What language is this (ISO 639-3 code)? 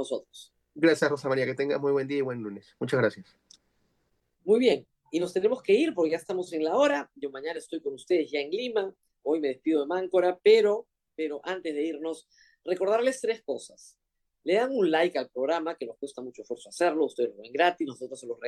spa